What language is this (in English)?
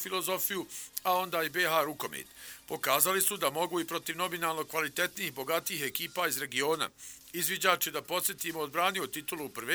Bosnian